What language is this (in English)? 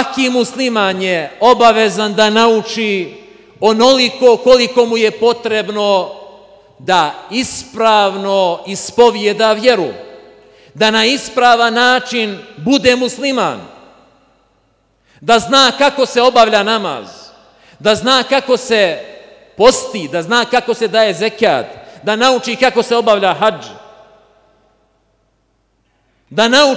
Bosnian